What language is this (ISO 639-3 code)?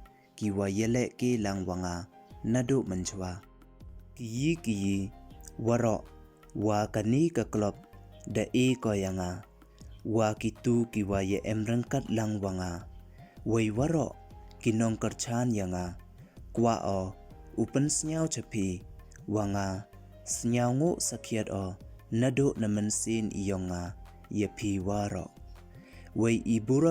pbv